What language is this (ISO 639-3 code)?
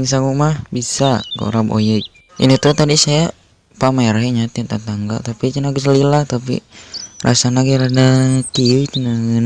sun